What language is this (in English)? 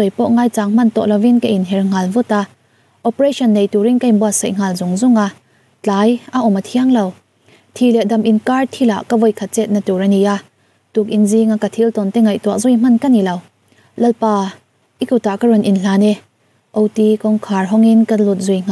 Mizo